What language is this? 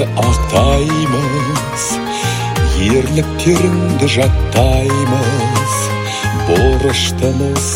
Kazakh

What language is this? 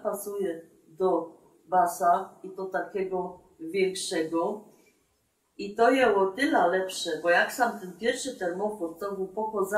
Silesian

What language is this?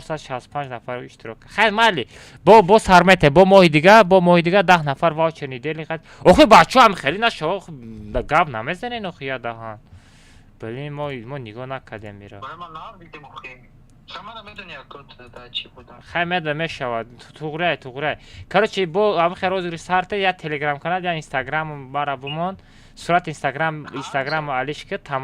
Tajik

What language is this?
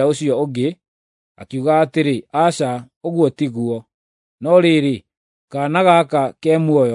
Kikuyu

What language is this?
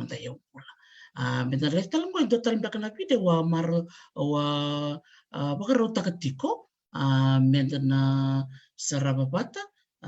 Fijian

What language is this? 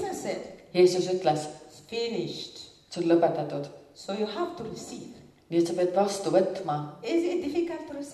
Estonian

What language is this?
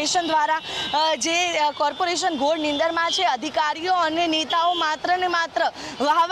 Gujarati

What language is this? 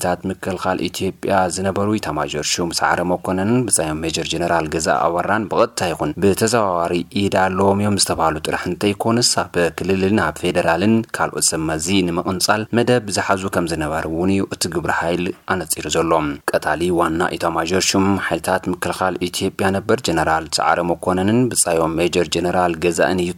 Tigrinya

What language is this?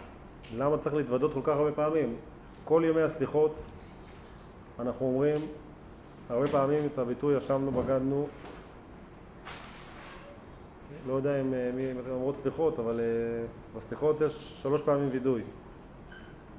Hebrew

